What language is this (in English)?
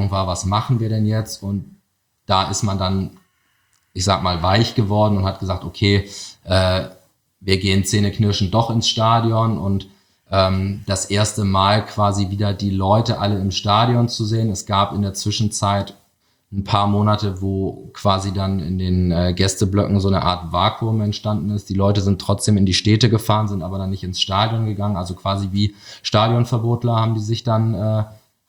German